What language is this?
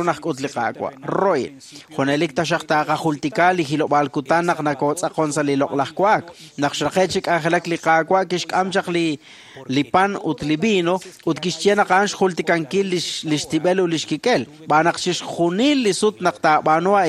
Kekchí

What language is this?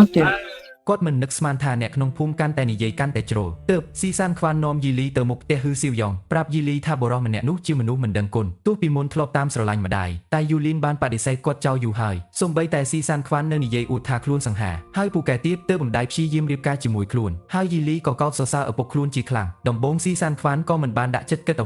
Khmer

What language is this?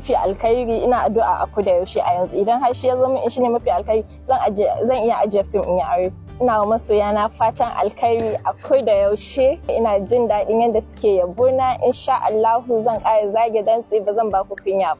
Hausa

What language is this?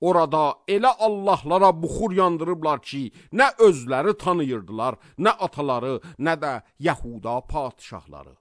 Azerbaijani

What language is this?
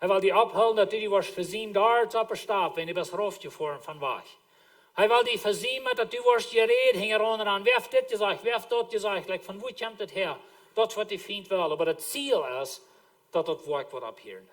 Plautdietsch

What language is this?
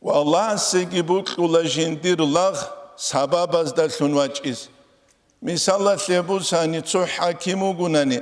Avaric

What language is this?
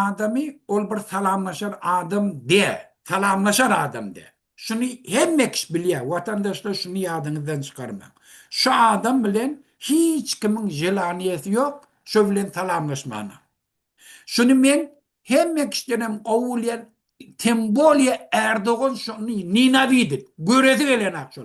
Turkmen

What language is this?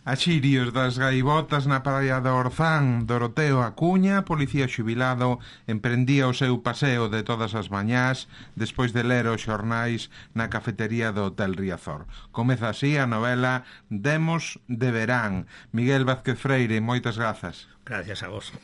Galician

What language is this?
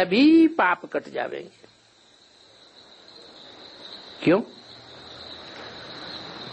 Hindi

